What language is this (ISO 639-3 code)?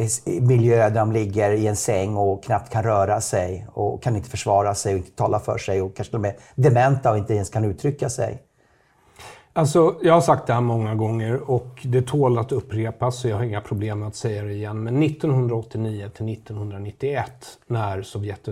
swe